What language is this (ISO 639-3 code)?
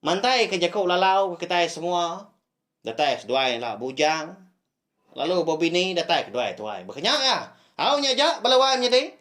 iba